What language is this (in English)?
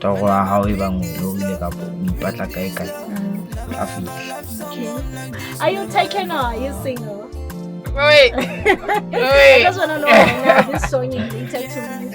Southern Sotho